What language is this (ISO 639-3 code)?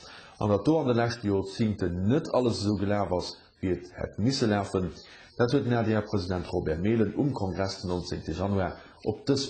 ltz